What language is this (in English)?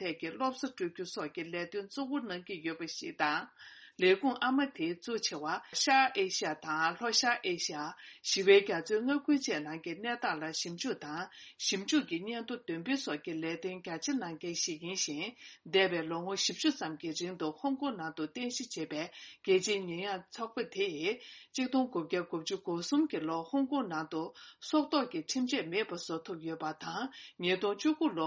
Tibetan